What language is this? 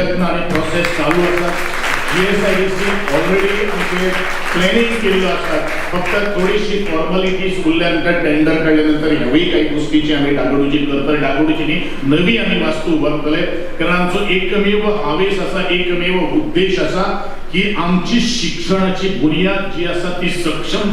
Konkani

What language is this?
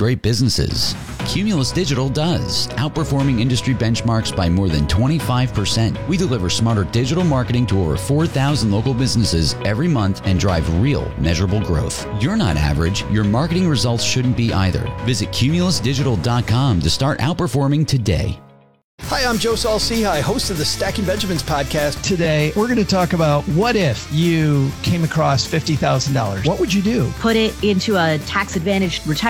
English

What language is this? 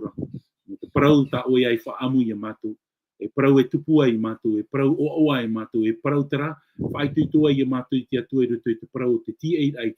Tahitian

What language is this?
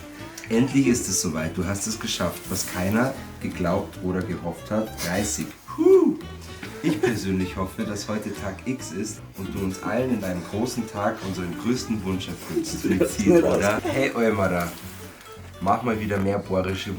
Bavarian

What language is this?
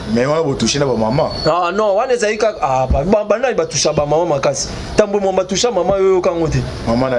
Lingala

